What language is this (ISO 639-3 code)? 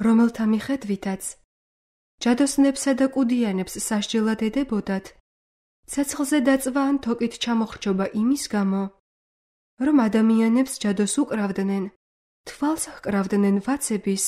kat